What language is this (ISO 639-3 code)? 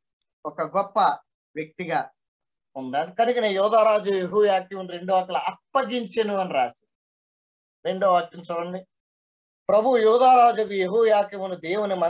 tel